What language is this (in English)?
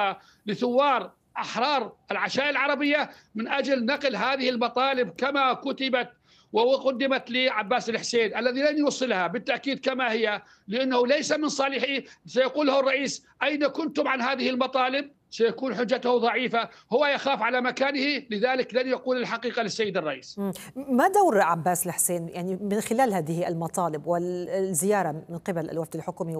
Arabic